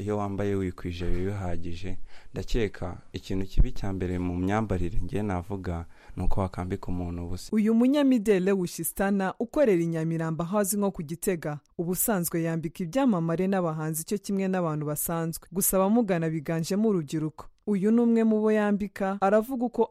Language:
Kinyarwanda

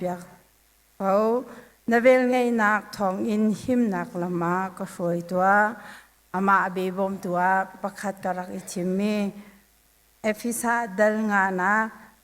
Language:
Hakha Chin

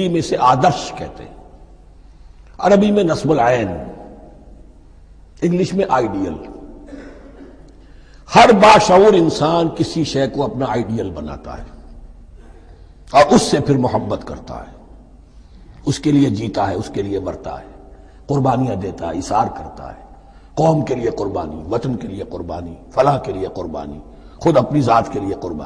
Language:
Urdu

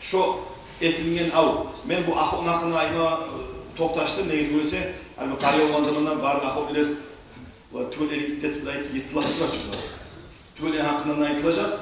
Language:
Kumyk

